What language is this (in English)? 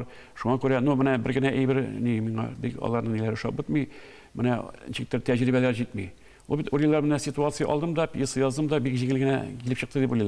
Tatar